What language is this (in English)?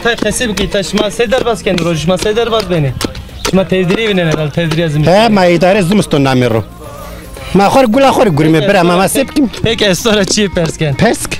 Zaza